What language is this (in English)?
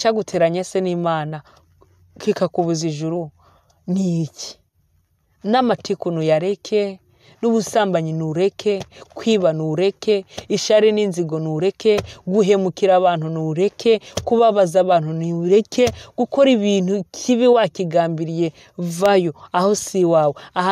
Rundi